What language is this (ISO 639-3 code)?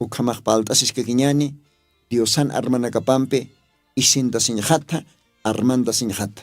aym